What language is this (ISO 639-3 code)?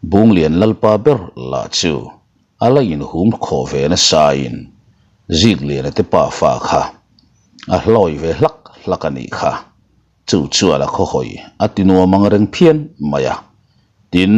lus